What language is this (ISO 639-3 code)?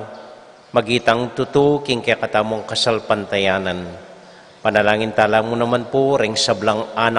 pam